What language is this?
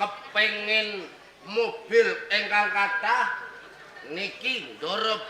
Javanese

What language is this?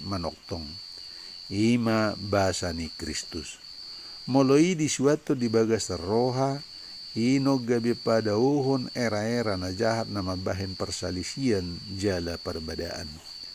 Batak Toba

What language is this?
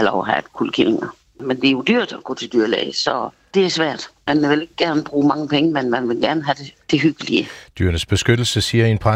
Danish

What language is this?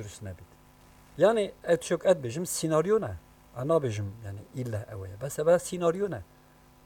Kurdish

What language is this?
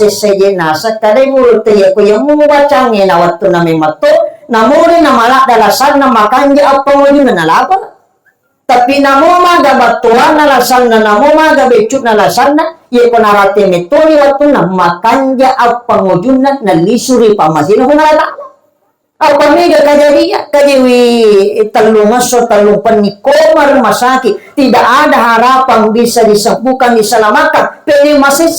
Buginese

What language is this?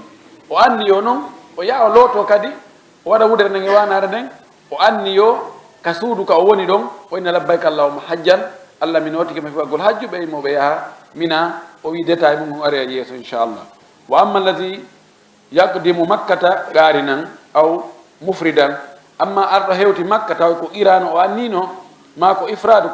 Fula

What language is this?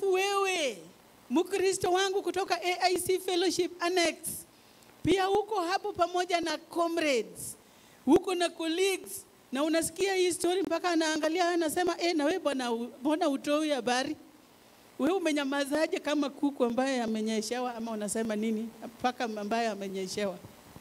Swahili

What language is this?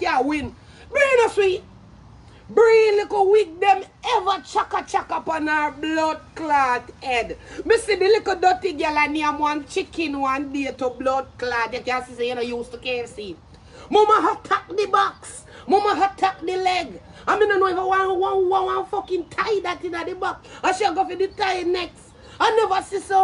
Jamaican Creole English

